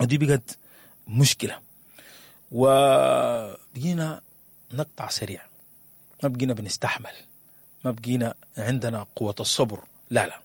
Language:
Sudanese Arabic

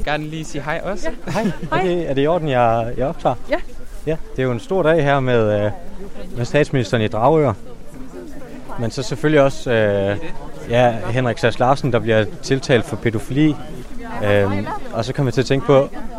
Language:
Danish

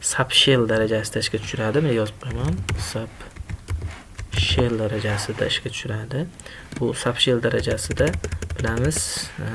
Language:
Uzbek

